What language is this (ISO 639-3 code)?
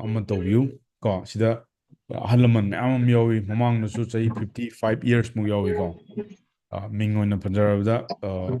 mni